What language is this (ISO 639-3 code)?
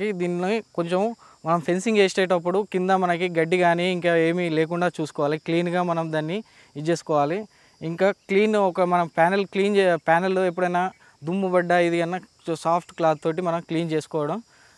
tel